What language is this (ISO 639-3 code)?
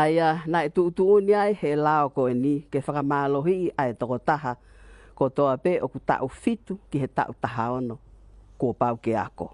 ton